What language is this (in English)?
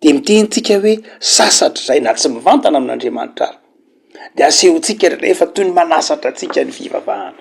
Malagasy